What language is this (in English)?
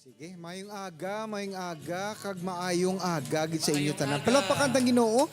Hiligaynon